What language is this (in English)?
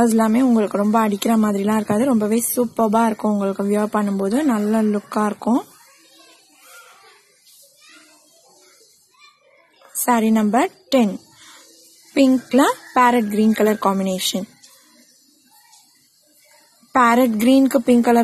Tamil